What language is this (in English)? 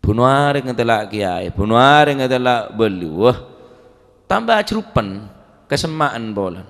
Madurese